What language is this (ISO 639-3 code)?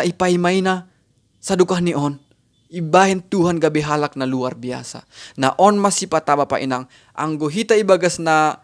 bts